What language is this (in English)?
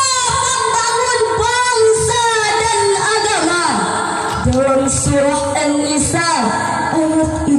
Achinese